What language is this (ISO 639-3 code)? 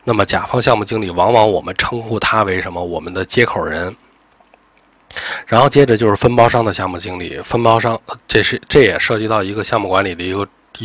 zho